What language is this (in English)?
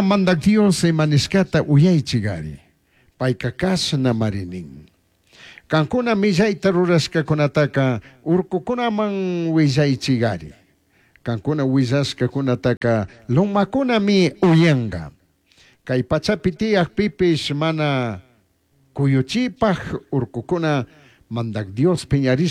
Chimborazo Highland Quichua